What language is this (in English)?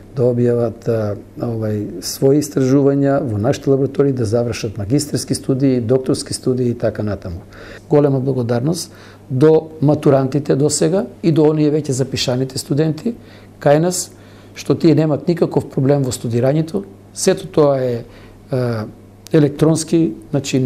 Macedonian